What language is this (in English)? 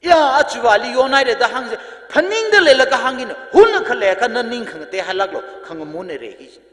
Tangkhul Naga (India)